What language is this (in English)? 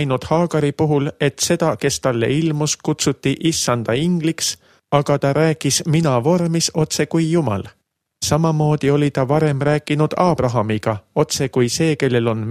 Estonian